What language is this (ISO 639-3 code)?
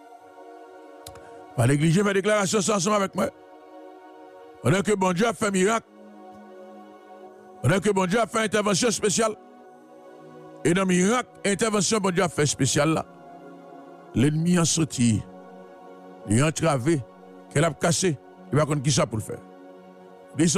fra